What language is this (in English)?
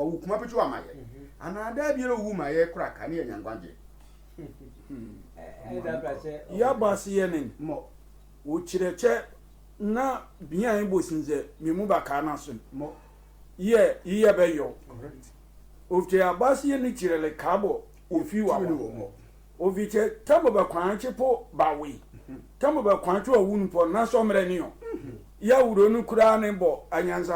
Sehwi